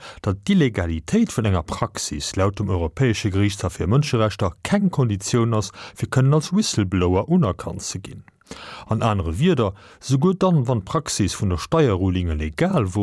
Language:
Luxembourgish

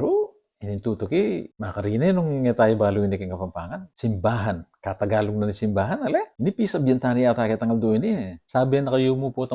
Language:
Pampanga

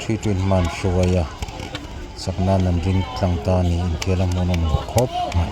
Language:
Mizo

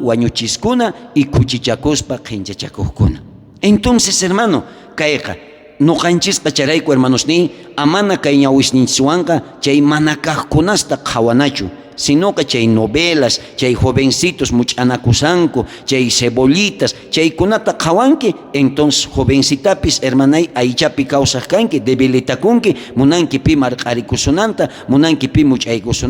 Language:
South Bolivian Quechua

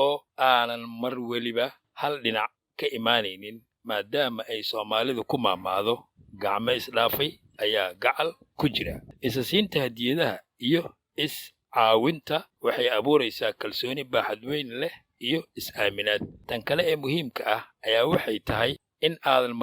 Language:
Somali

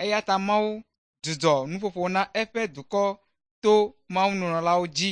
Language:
Ewe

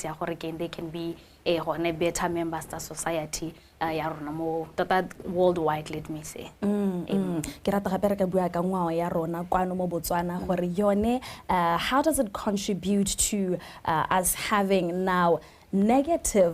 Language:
Tswana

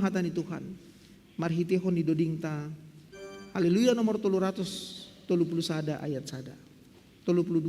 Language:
Batak Simalungun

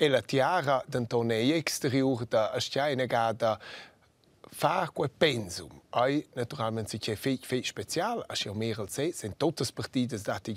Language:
Romansh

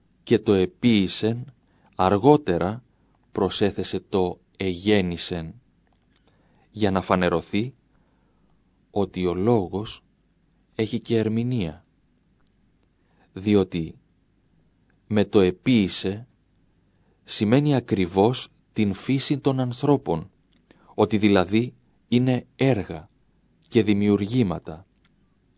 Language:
Greek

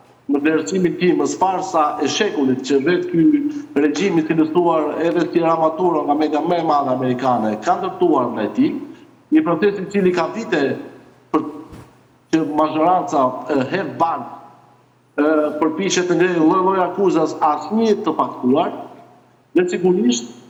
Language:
Albanian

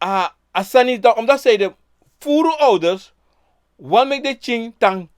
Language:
Sranan Tongo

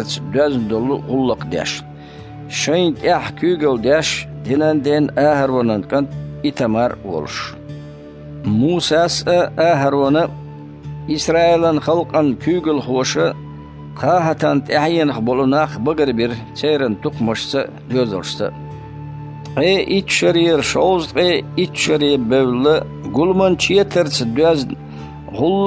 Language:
Chechen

